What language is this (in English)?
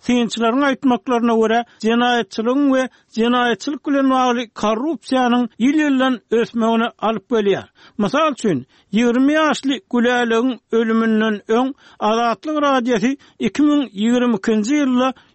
Turkmen